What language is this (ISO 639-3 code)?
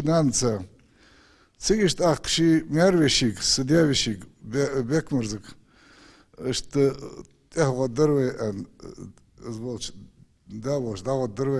inh